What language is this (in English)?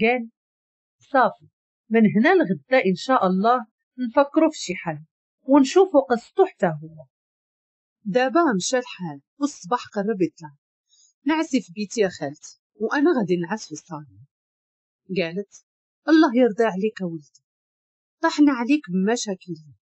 Moroccan Arabic